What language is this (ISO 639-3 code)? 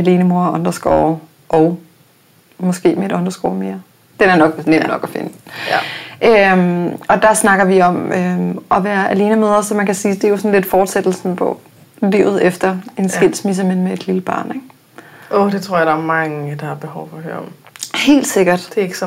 dan